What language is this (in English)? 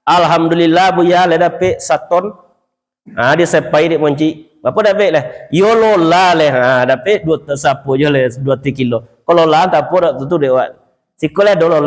Minangkabau